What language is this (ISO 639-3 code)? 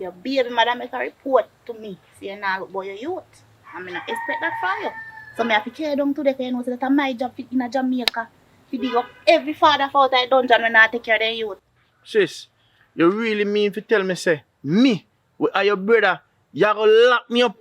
jam